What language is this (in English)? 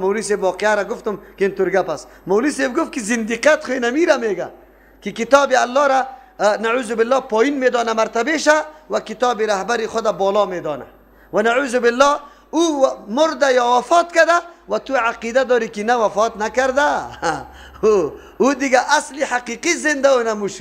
Persian